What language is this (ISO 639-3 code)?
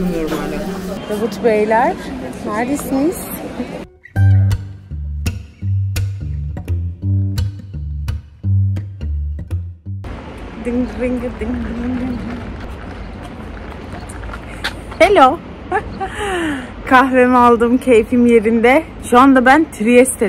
tur